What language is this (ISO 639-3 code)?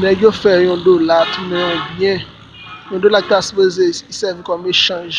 hat